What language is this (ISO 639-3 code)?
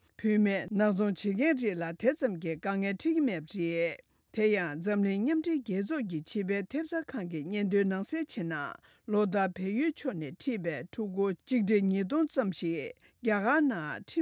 bod